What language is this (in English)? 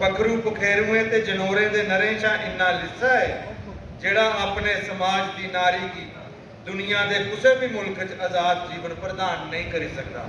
Dogri